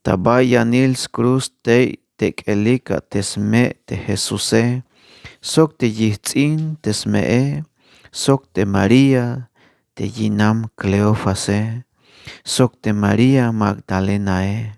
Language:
Tzeltal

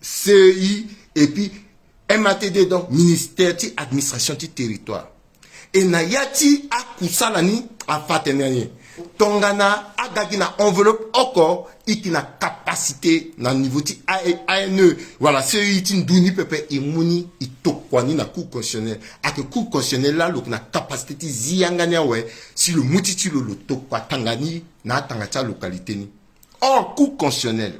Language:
Sango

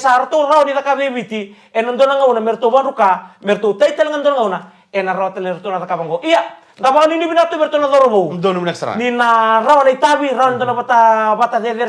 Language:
Fijian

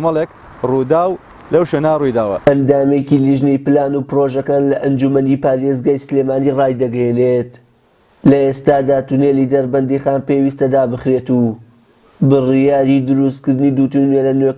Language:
Central Kurdish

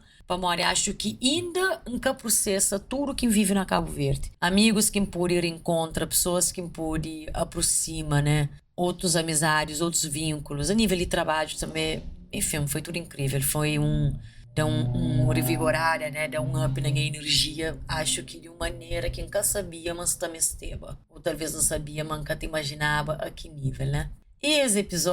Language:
Kabuverdianu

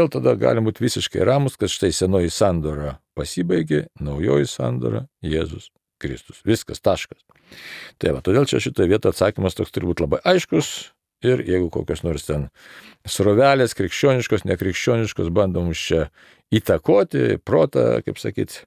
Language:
Lithuanian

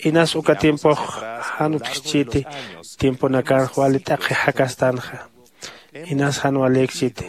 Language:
Aymara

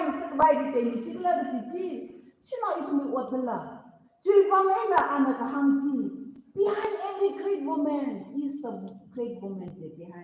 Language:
Tangkhul Naga (India)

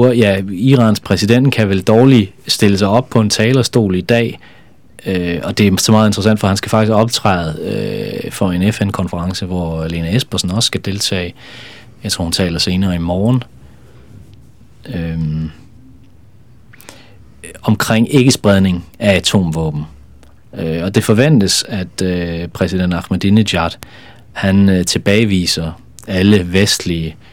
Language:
Danish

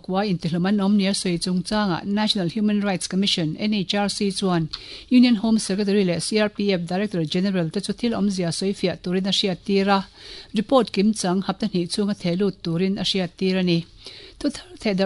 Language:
Mizo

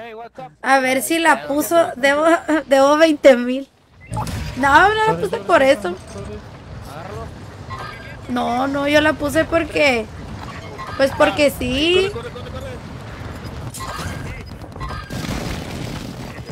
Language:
Spanish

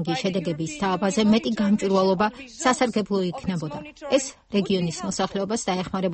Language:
Georgian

